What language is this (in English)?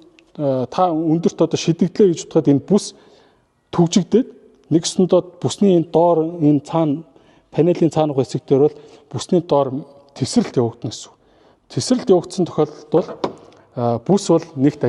Mongolian